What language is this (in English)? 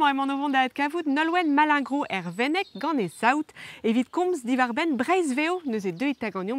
Breton